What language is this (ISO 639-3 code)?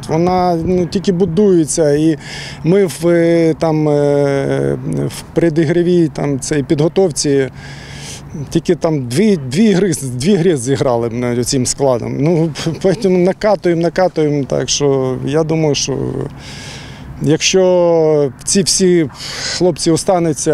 ukr